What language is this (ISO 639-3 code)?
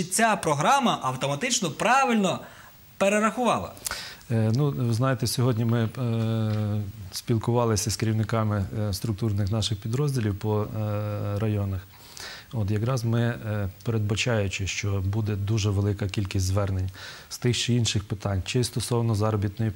ukr